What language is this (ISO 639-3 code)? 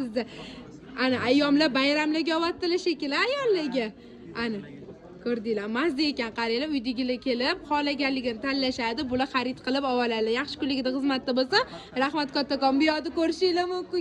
uzb